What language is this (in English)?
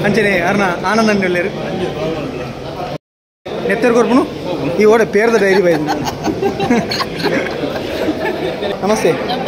Tulu